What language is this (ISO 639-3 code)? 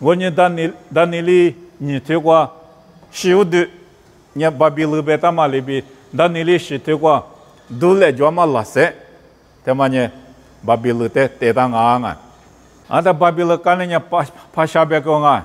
lis